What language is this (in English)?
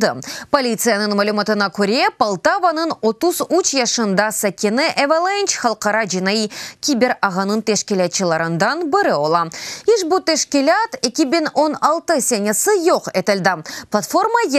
Crimean Tatar